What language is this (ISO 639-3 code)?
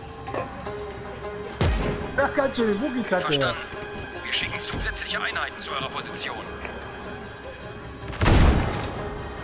deu